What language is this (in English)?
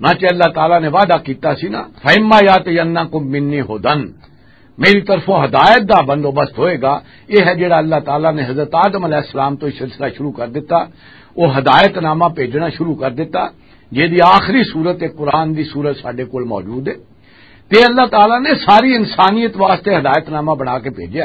Western Panjabi